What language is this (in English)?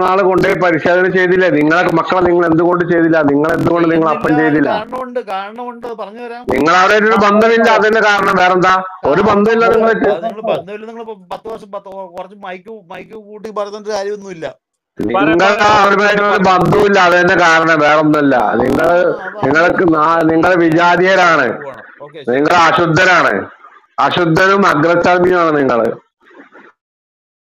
Malayalam